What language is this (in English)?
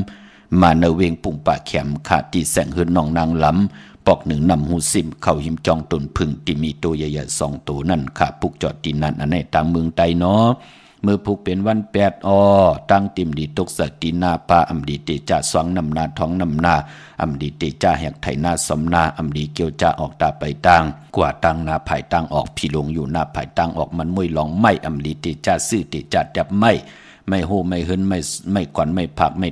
Shan